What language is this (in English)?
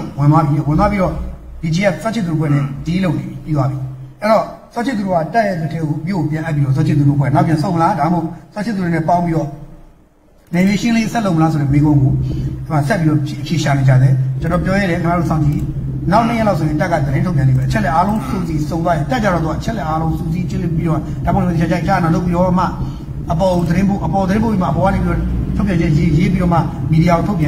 Burmese